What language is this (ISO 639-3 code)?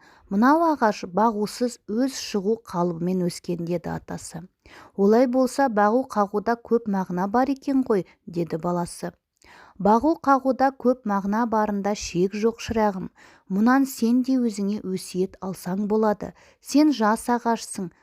kaz